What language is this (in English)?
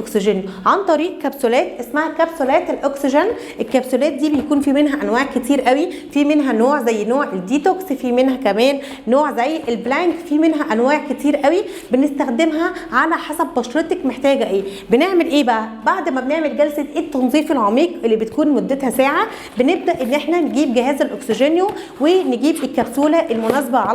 Egyptian Arabic